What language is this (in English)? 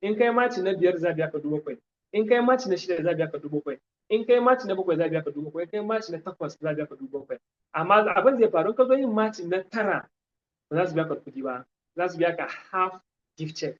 Hausa